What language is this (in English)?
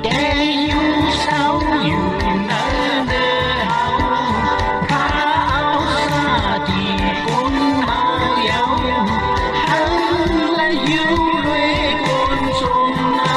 Shan